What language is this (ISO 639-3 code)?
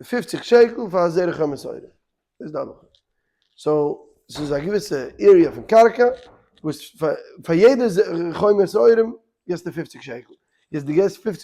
yid